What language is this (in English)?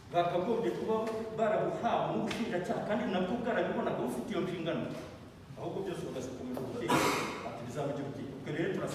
Kinyarwanda